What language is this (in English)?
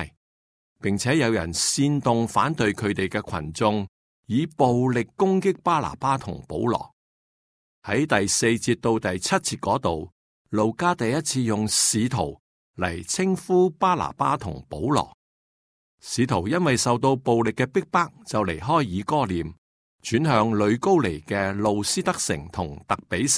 Cantonese